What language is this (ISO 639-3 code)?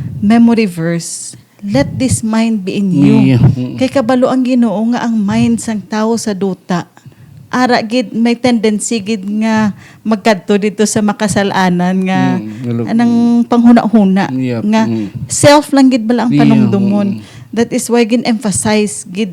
hil